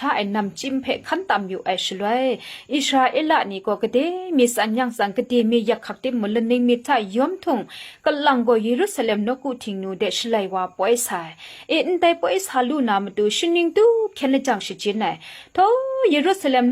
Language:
Kachin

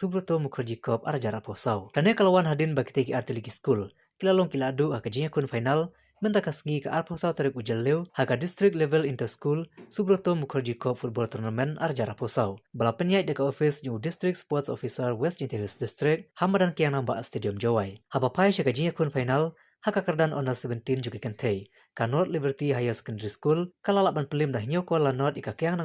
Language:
Khasi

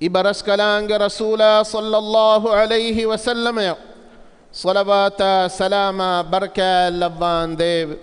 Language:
Divehi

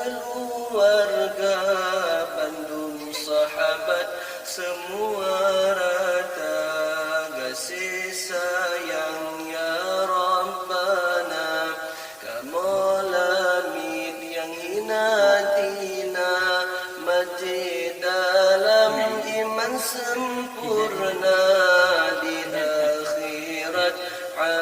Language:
Achinese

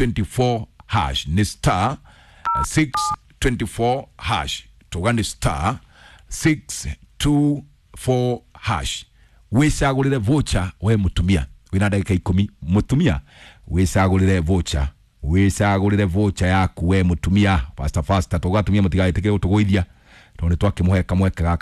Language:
Kikuyu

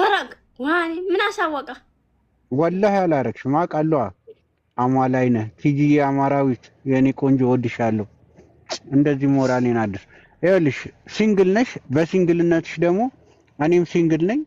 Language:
Amharic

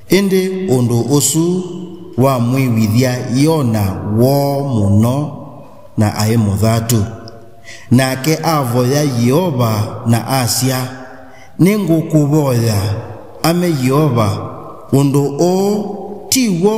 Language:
Kamba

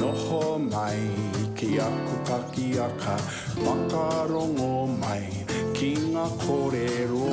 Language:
Māori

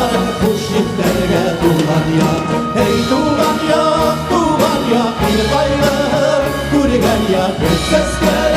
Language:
Bashkir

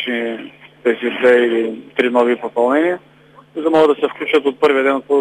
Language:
Bulgarian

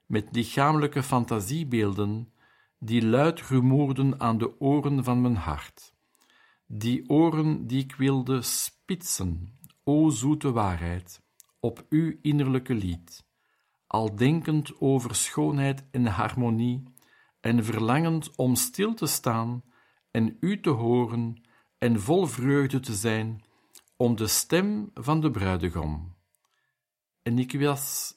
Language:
Dutch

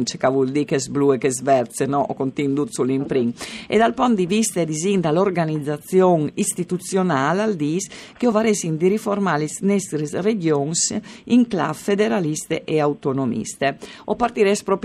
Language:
Friulian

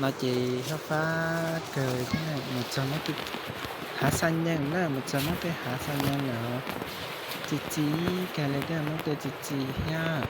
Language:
Hmong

